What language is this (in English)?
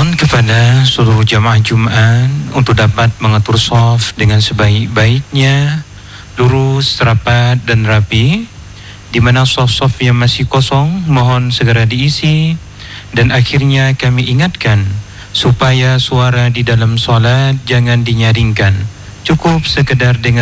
Malay